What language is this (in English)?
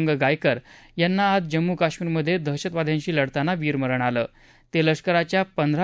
Marathi